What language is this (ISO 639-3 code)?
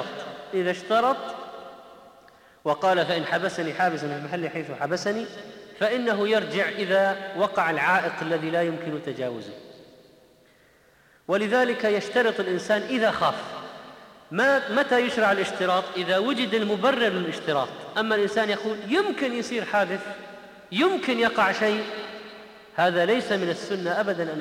ara